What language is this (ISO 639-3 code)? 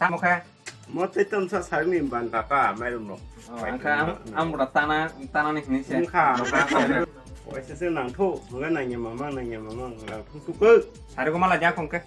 trp